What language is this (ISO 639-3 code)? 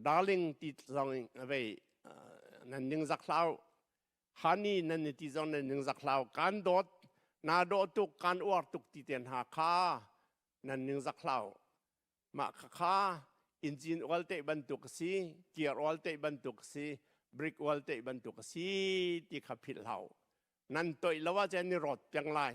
cnh